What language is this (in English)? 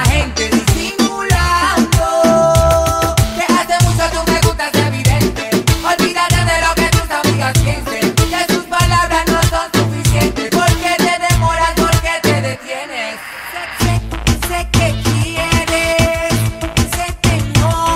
Spanish